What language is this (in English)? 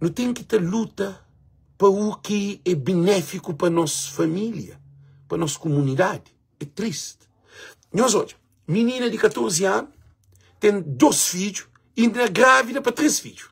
Kabuverdianu